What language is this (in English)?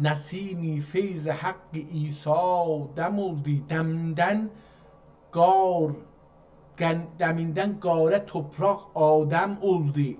South Azerbaijani